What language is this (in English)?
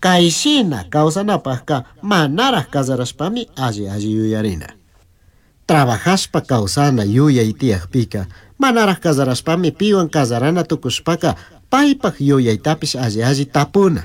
Chimborazo Highland Quichua